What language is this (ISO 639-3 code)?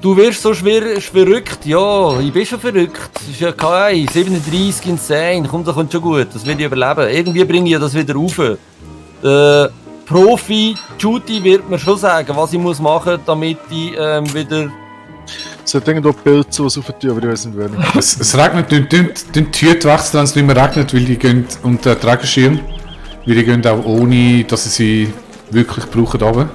gsw